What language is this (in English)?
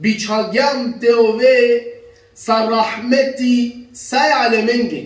Balkan Romani